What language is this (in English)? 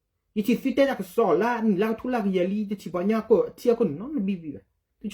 S'gaw Karen